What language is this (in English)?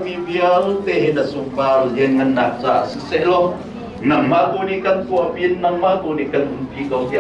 Hakha Chin